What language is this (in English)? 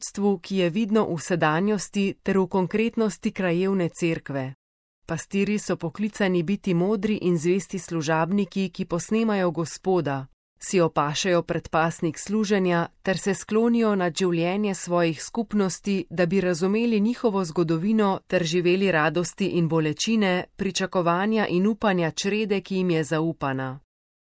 Slovenian